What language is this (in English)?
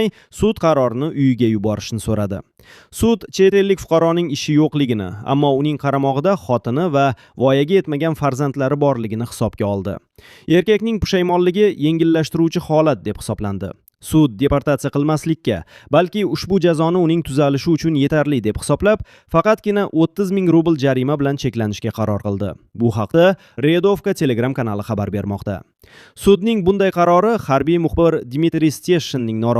Uzbek